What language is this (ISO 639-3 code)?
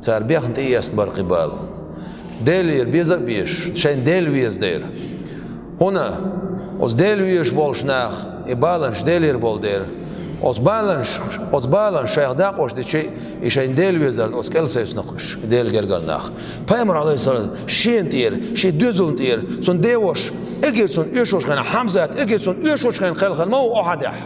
che